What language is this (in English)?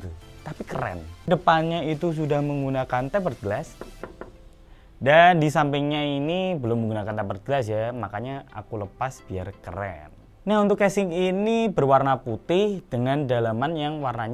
Indonesian